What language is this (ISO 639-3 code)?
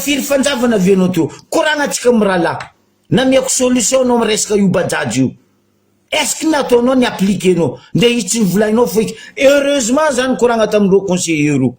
mlg